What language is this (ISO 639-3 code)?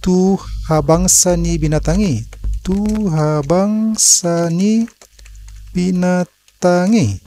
bbc